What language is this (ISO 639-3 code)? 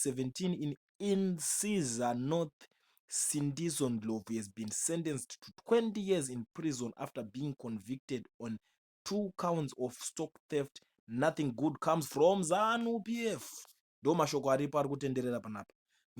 sna